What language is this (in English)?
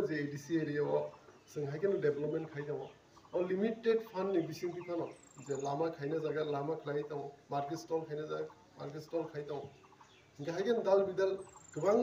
Kok Borok